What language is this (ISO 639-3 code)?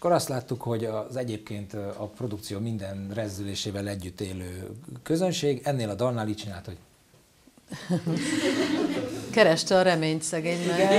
hun